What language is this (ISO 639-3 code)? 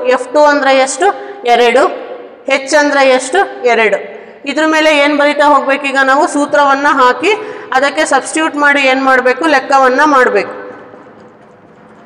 kan